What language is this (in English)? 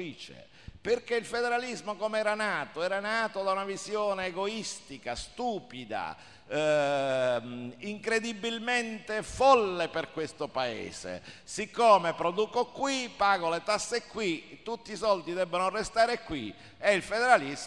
Italian